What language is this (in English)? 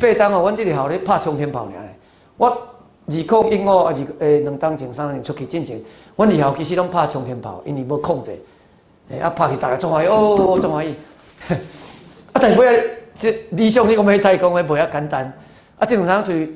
Min Nan Chinese